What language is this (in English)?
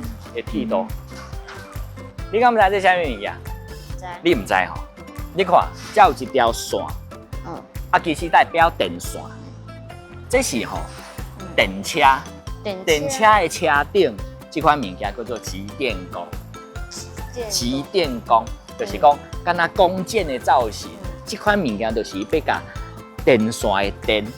Min Nan Chinese